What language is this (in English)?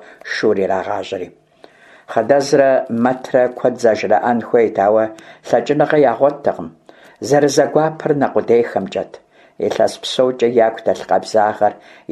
Kabardian